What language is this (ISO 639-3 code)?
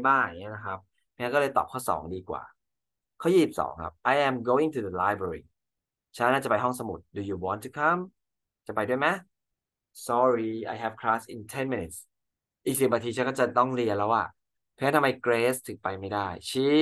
tha